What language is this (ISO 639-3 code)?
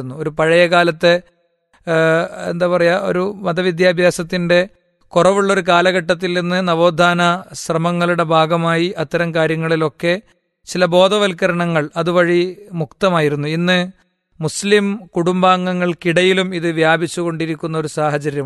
mal